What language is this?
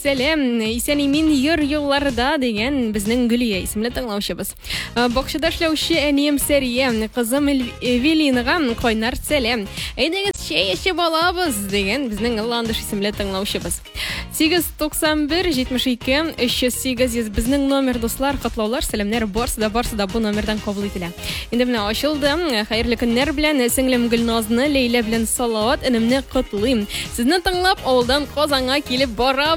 Tatar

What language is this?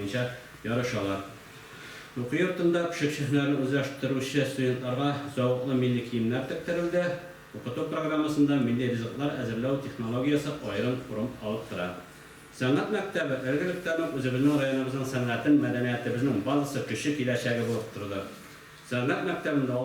Tatar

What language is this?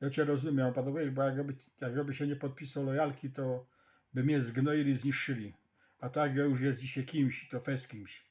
Silesian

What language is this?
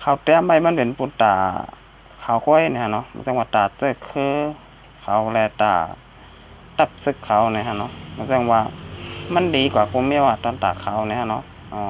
Shan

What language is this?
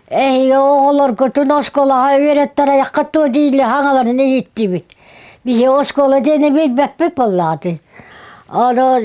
Yakut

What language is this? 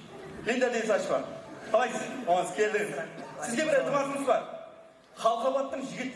Kara-Kalpak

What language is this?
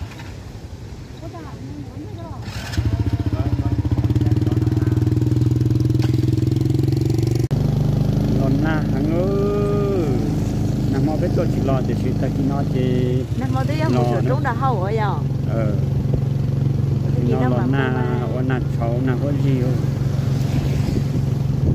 Vietnamese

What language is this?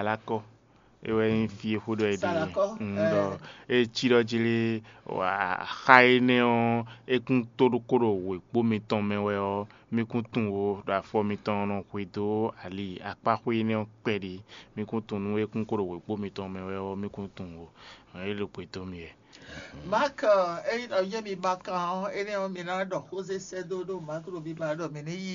Fon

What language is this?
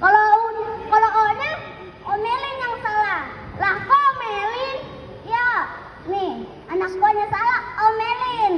Betawi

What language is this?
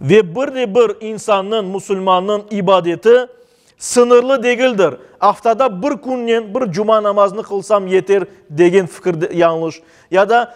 Crimean Tatar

